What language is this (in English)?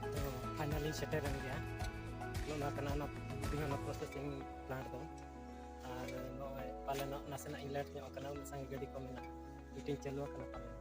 Santali